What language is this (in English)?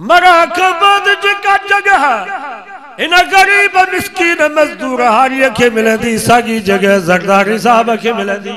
Sindhi